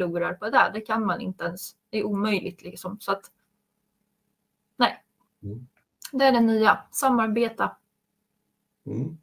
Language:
Swedish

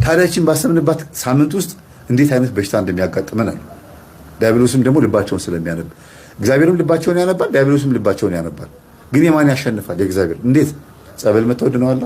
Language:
Amharic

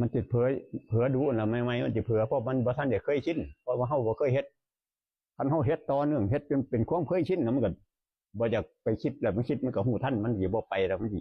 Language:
Northeastern Thai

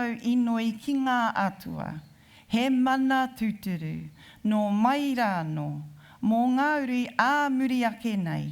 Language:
Māori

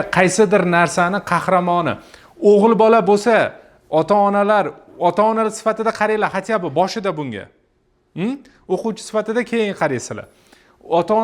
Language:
Uzbek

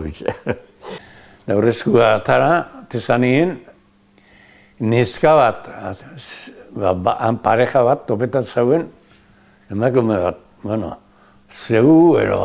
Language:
Basque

